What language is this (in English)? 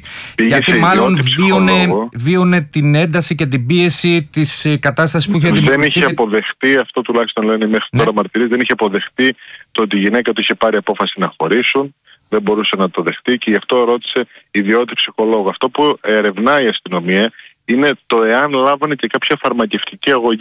Greek